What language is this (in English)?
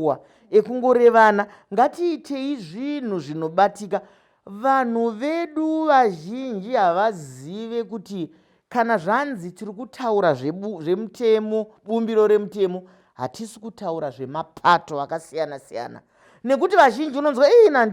Shona